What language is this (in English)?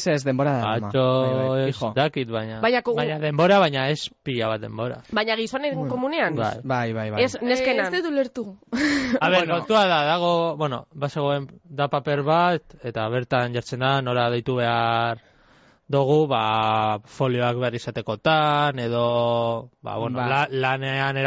Basque